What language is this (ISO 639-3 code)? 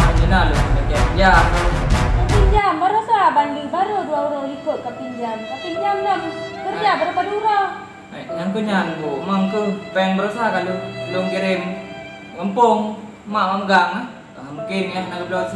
ace